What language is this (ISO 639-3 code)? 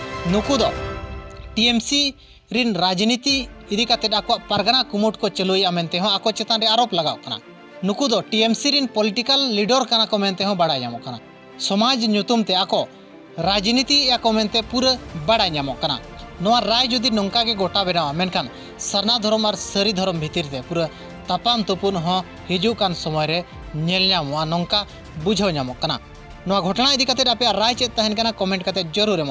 sat